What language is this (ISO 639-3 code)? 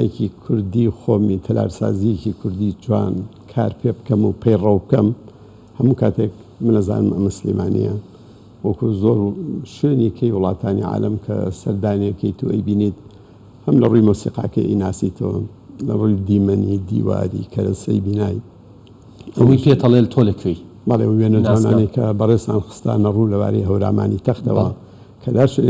ckb